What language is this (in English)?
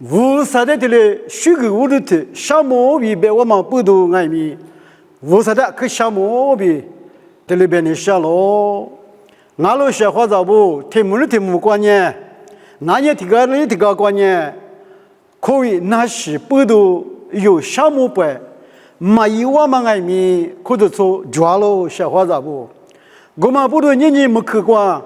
Lisu